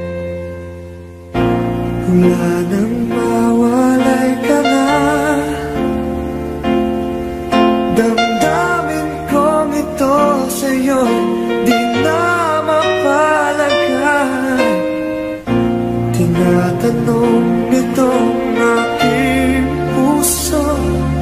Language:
Filipino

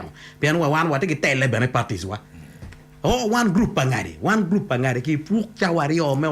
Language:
Acoli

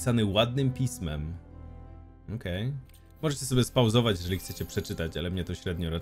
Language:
Polish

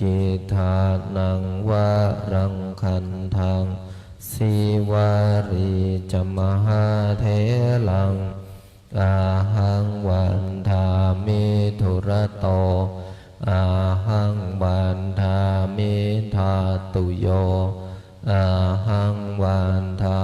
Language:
Pali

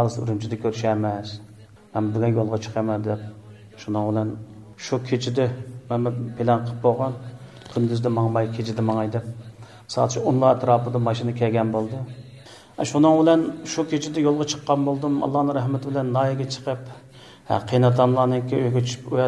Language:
Uyghur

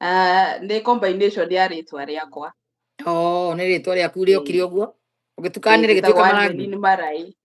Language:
Kikuyu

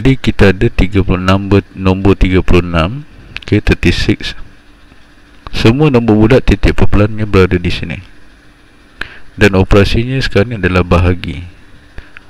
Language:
Malay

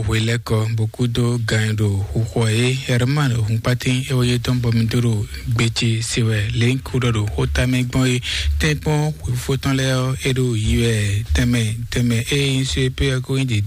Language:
Fon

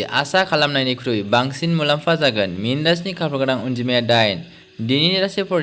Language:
Bodo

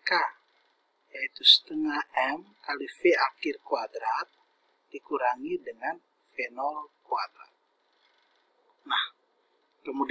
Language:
Indonesian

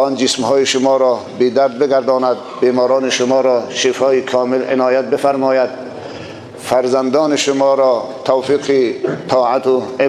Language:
Tajik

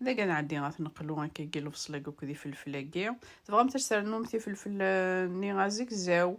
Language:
Kabyle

